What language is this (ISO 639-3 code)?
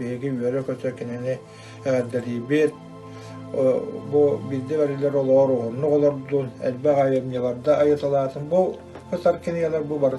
sah